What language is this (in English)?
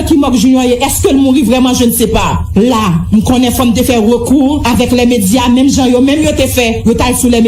Haitian Creole